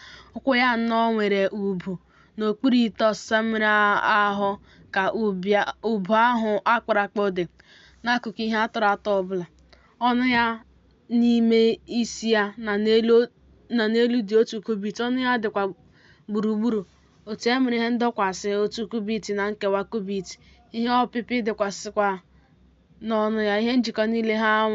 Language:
Igbo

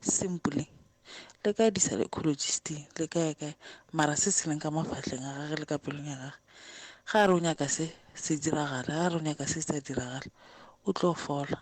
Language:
Northern Sotho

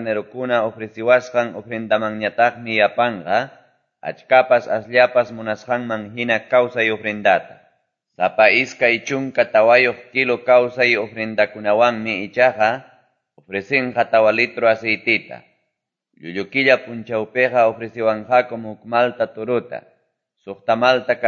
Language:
Quechua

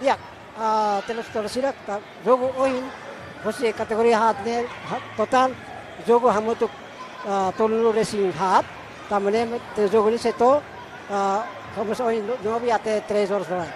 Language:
Tetum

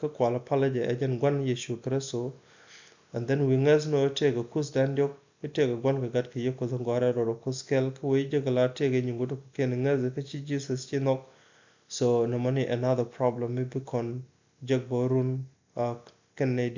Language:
Nuer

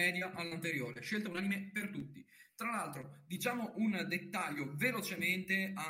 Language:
Italian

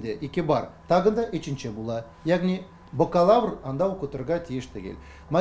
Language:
Tatar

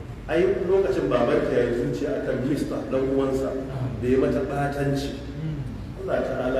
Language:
Hausa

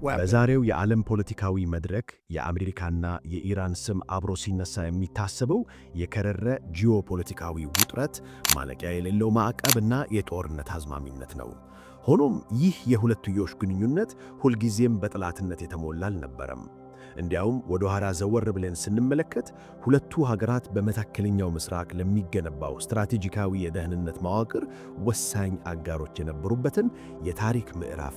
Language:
Amharic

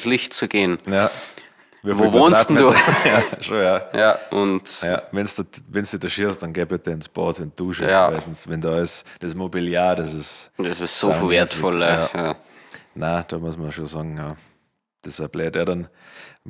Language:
Bavarian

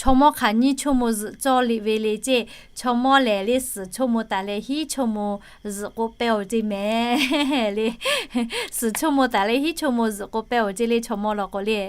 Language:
Lahu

